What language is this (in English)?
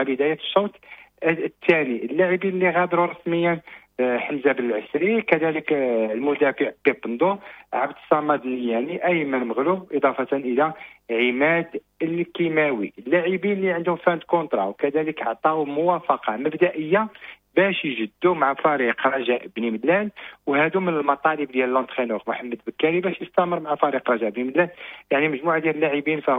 Moroccan Arabic